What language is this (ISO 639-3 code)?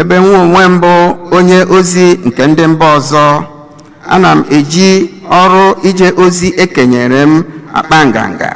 ibo